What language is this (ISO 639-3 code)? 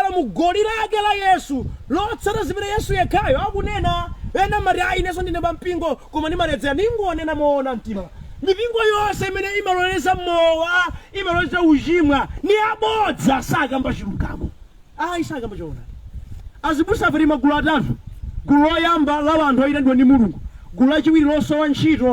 nya